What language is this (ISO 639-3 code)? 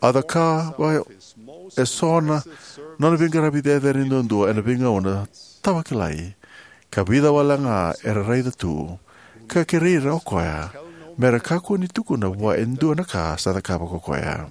fij